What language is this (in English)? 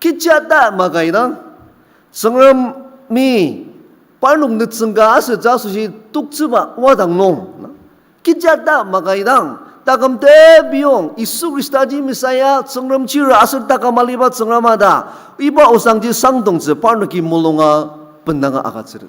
Ao Naga